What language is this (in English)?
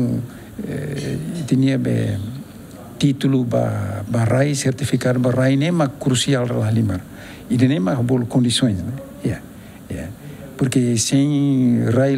Tetum